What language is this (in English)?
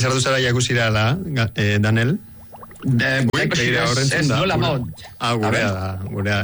Basque